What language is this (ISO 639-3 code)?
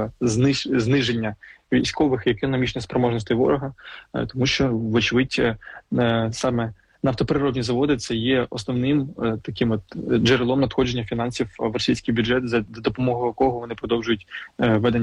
ukr